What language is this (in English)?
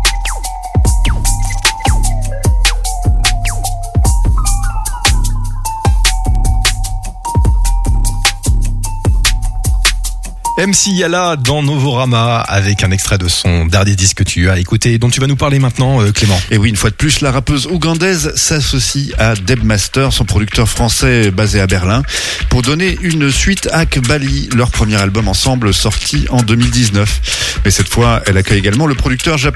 French